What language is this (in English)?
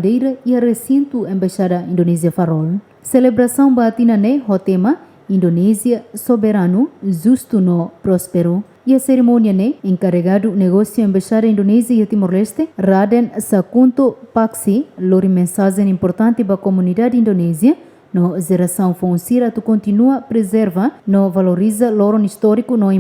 Tetum